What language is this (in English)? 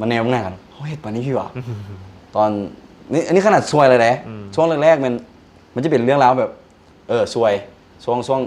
Lao